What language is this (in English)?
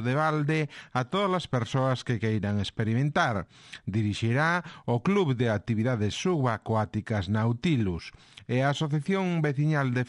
Galician